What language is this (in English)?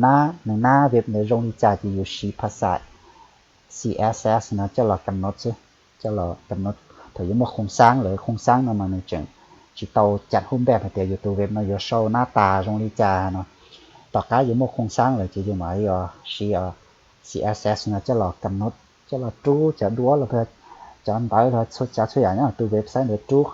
Hmong